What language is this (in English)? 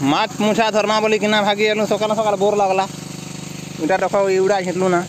Sambalpuri